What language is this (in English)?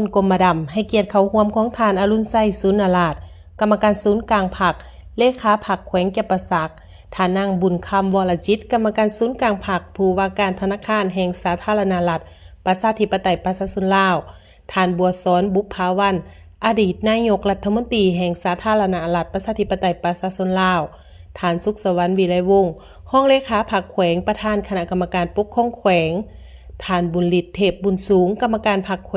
Lao